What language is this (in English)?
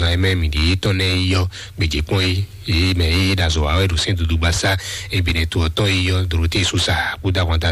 Fon